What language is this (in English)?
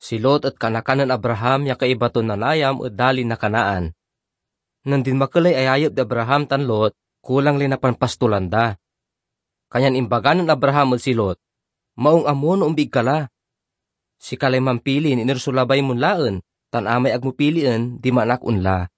Pangasinan